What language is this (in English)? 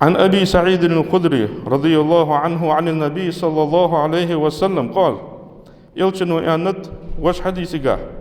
Ingush